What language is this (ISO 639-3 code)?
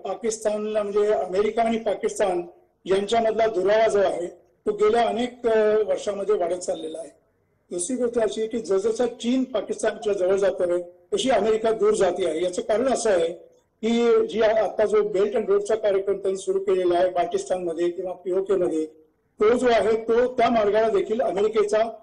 mar